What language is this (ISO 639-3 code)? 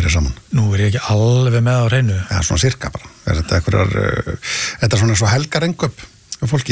isl